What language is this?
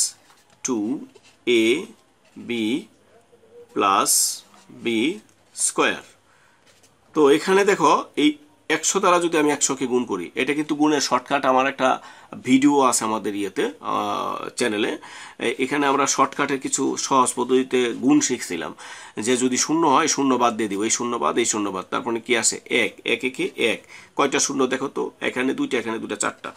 Bangla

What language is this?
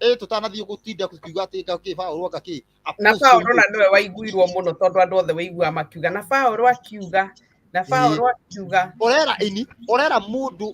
Kikuyu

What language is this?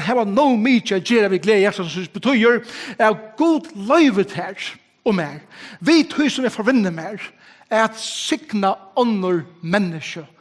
Faroese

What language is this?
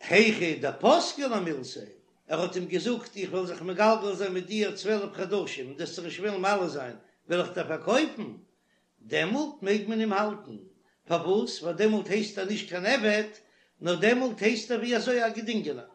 Yiddish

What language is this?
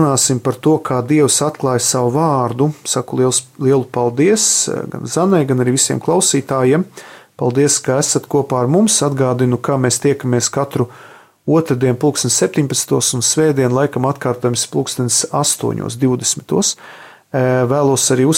Latvian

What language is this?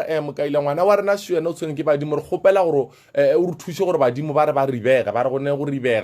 Northern Sotho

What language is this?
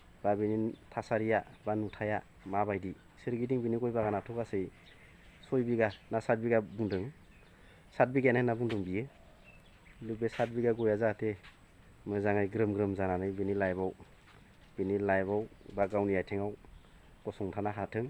Bodo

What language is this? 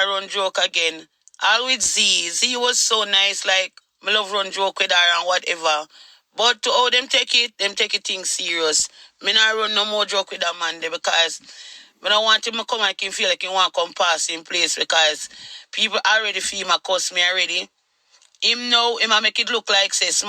Jamaican Creole English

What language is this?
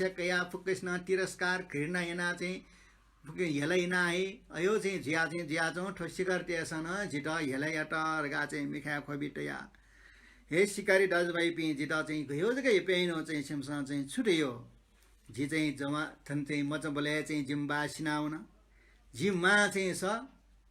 Newari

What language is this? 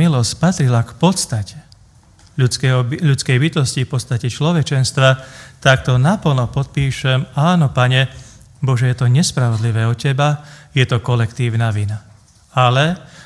Slovak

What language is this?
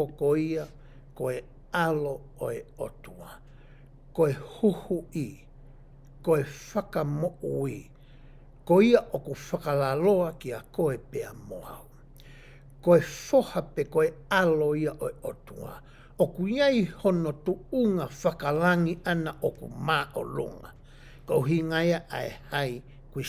Tongan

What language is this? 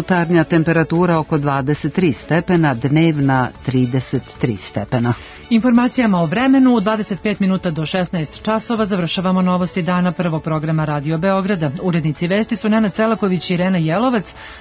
Serbian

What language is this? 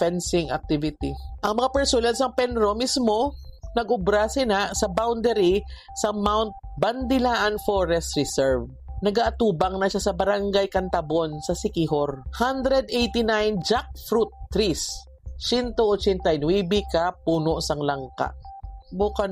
Hiligaynon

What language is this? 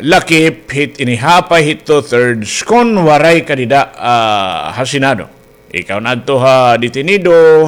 Waray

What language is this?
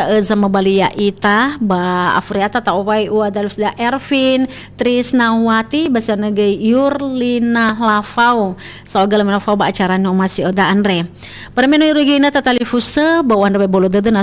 Nias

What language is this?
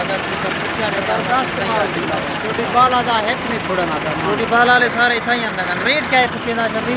Saraiki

